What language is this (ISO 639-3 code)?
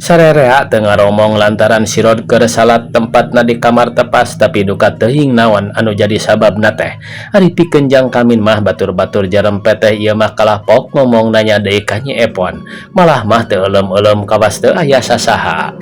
sun